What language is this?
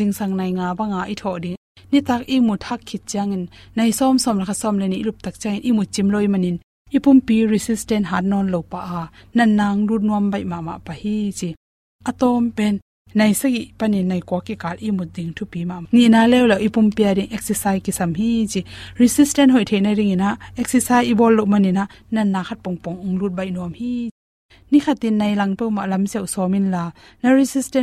Tedim Chin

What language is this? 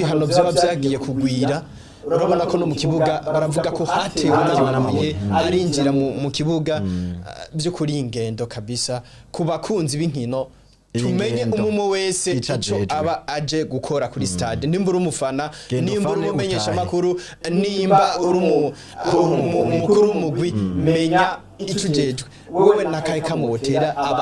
Rundi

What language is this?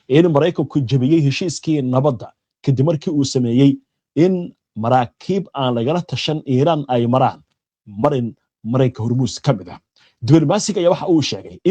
Somali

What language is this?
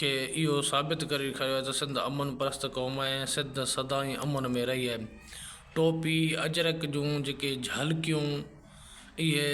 Sindhi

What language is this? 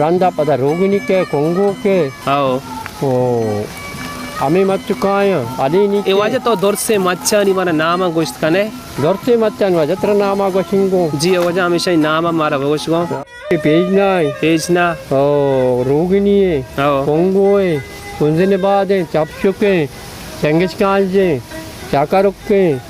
Baluchi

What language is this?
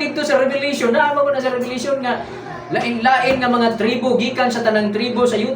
Cebuano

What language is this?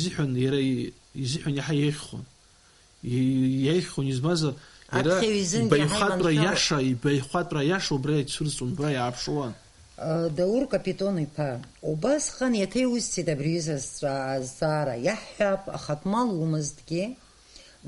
Abkhazian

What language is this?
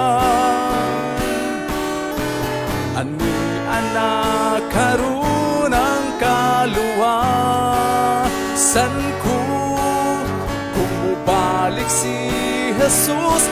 Cebuano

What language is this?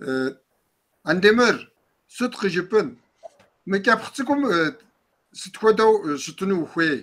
Kabardian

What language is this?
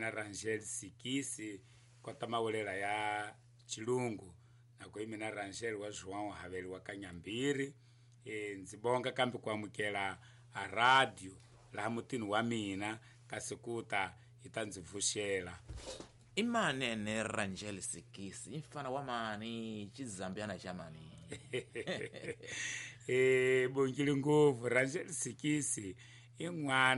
Tsonga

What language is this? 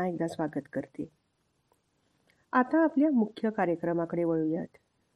Marathi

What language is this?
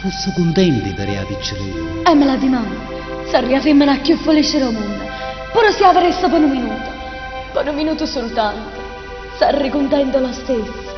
Neapolitan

